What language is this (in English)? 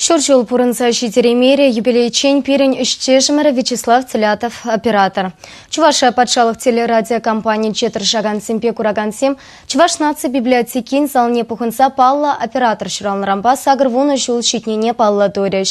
Chuvash